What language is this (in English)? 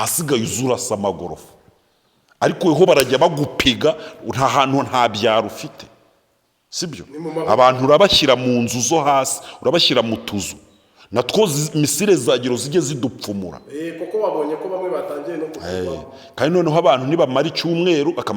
Kinyarwanda